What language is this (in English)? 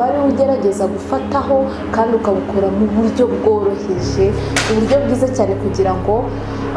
Kinyarwanda